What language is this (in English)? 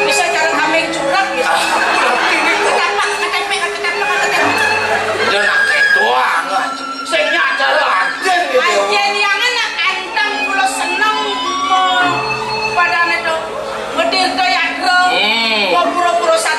Balinese